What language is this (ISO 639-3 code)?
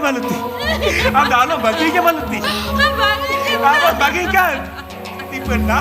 sat